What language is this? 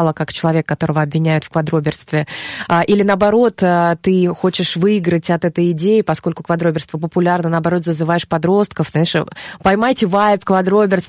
Russian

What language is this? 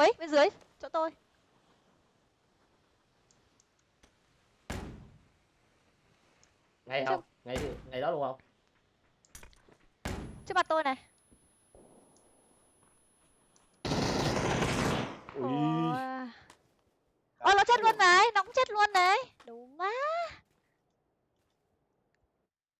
Vietnamese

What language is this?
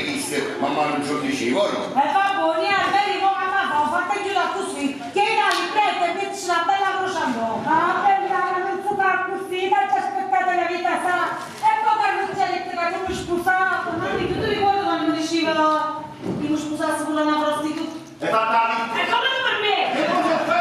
Neapolitan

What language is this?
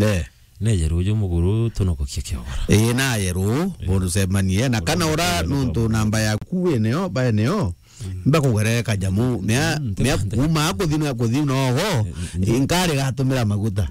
Meru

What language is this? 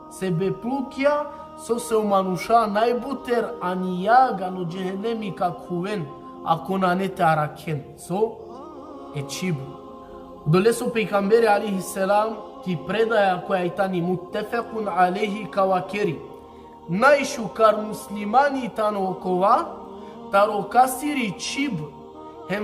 Balkan Romani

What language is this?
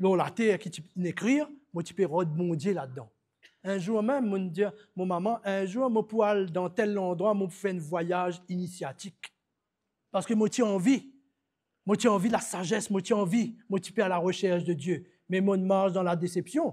Morisyen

